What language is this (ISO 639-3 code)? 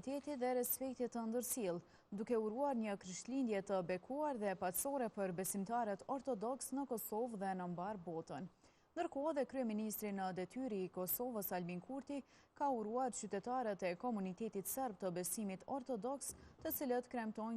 sqi